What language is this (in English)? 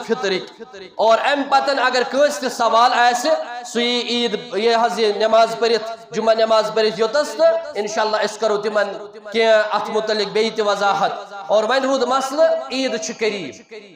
Kashmiri